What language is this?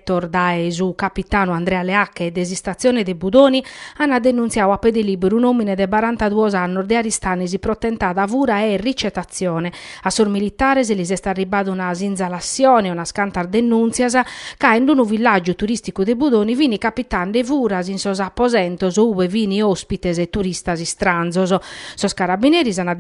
Sardinian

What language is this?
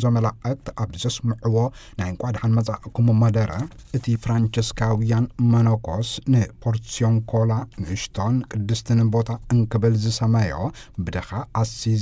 Tigrinya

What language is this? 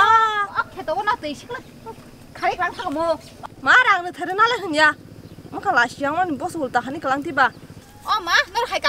Kok Borok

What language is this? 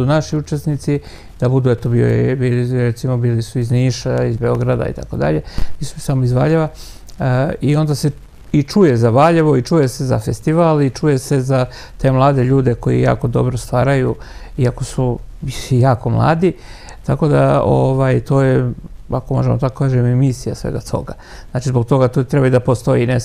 Serbian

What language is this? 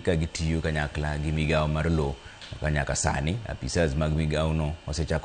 Luo (Kenya and Tanzania)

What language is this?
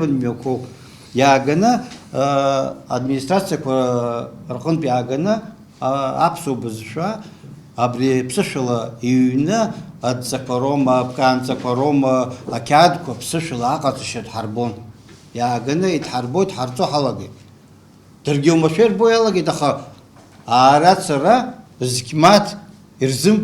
Abkhazian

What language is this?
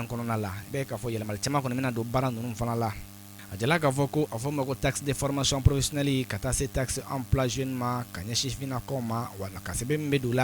Bambara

